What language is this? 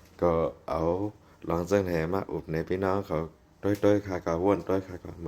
Shan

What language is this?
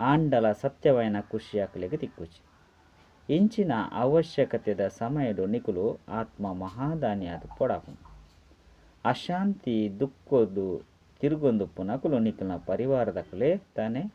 Tulu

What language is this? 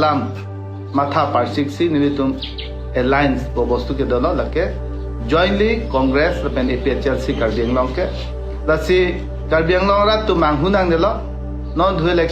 Karbi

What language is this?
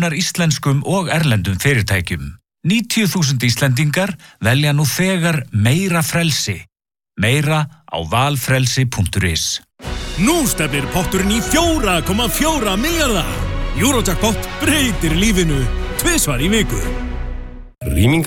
Icelandic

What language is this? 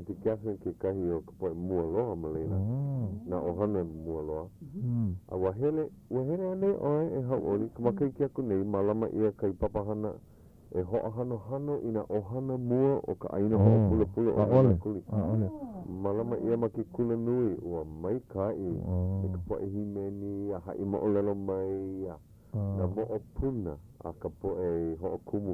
Hawaiian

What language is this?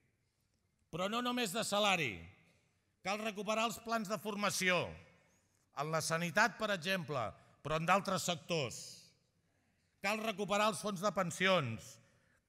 Catalan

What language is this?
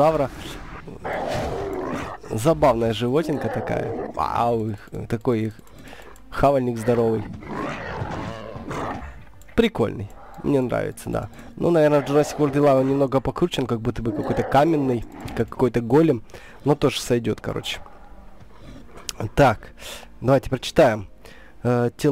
Russian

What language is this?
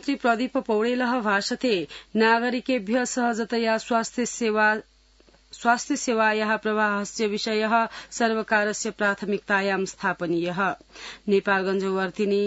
Sanskrit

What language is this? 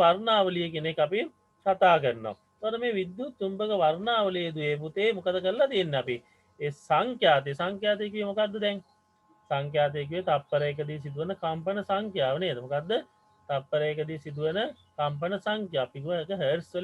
Sinhala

